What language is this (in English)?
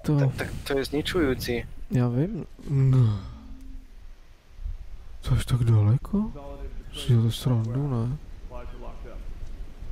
Czech